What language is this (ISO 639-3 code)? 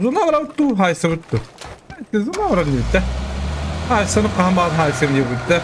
sah